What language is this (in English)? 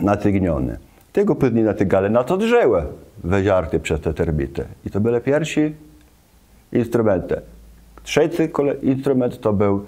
Kashubian